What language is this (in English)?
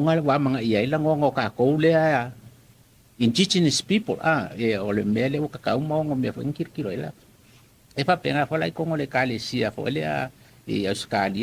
Samoan